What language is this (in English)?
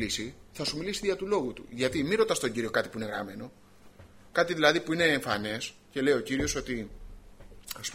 Greek